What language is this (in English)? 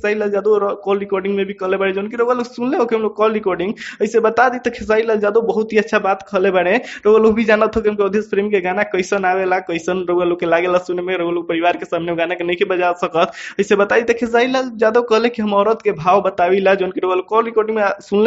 Bhojpuri